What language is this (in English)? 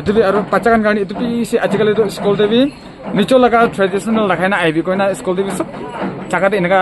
Naga Pidgin